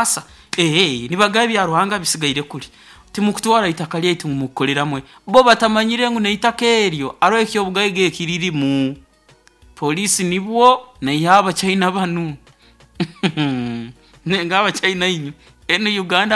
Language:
Nyoro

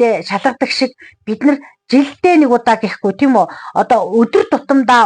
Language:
Mongolian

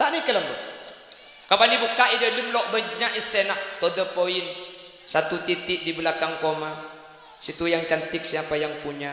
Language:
Madurese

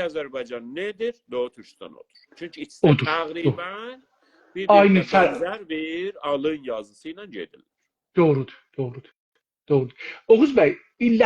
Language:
South Azerbaijani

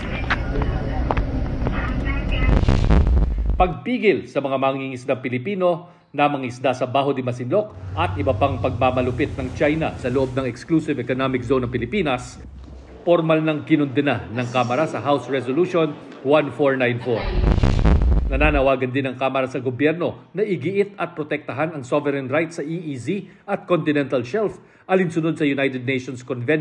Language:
Filipino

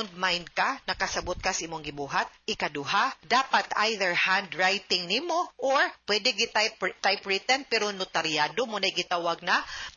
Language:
Cebuano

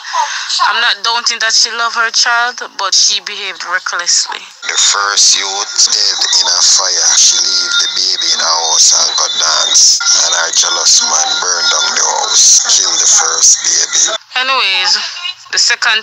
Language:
Jamaican Creole English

